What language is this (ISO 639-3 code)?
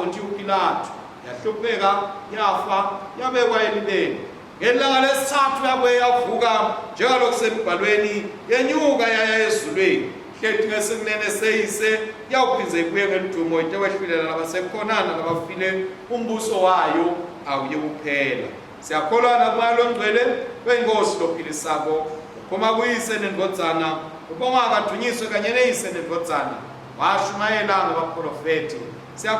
ssw